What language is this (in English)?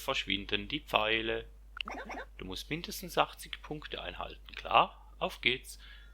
Swiss German